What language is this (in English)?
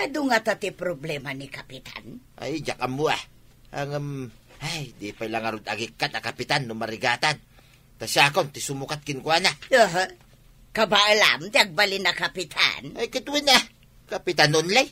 Iloko